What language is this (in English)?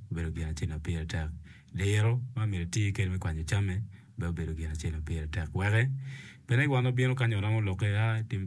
Acoli